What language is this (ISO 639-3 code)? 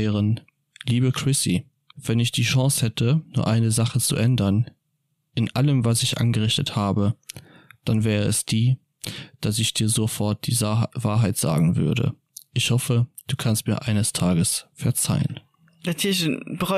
ltz